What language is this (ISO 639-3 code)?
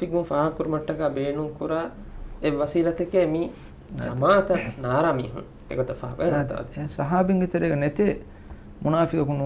div